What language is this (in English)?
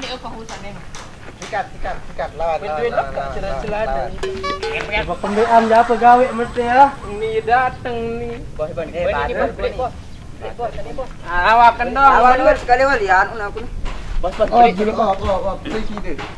Sasak